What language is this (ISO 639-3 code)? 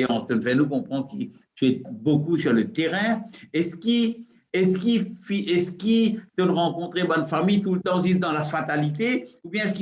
mfe